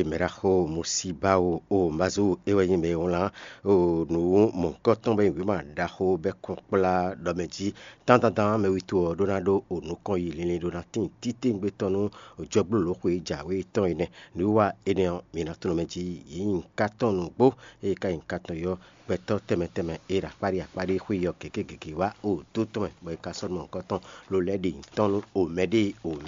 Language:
Fon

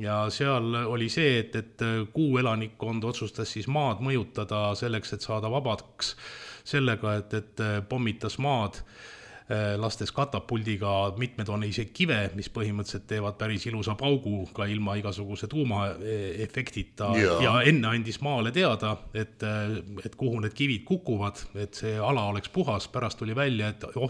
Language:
Estonian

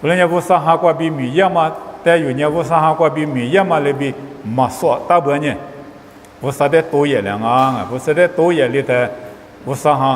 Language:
Lisu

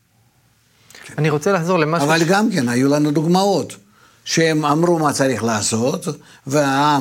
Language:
Hebrew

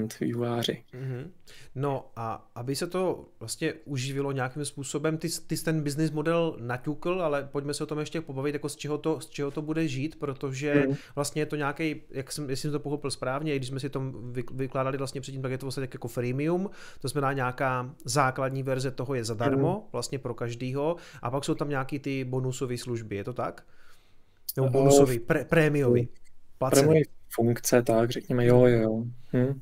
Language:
Czech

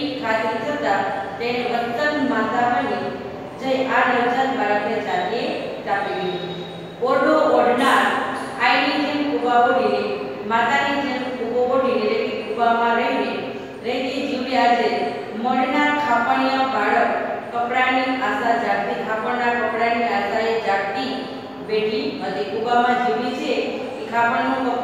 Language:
Gujarati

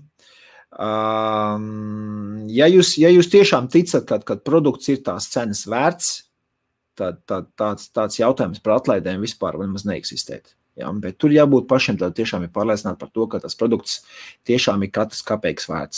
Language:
Latvian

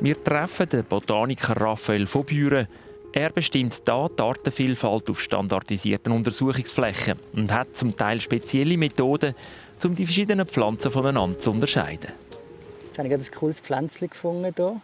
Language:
Swiss German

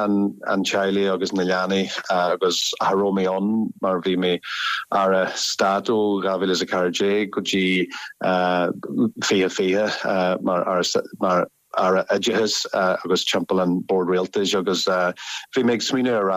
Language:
Irish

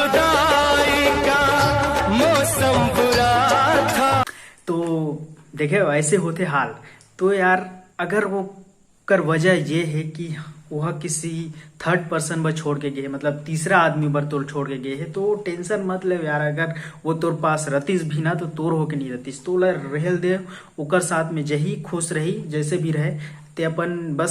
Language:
Chhattisgarhi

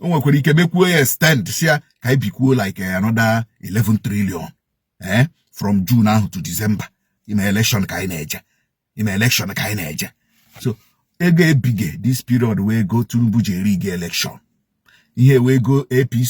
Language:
Igbo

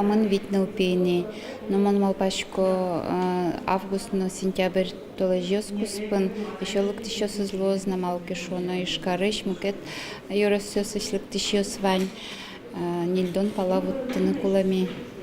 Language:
Udmurt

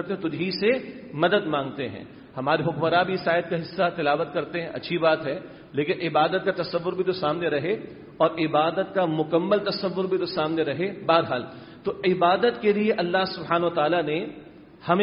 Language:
Urdu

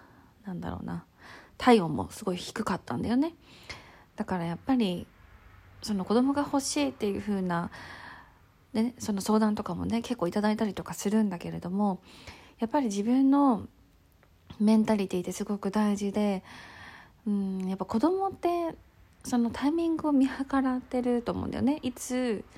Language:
Japanese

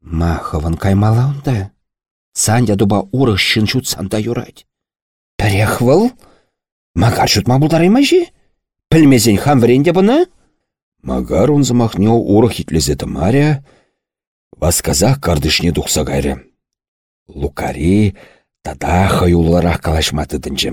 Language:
Chuvash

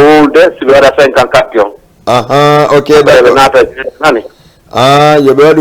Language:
Fula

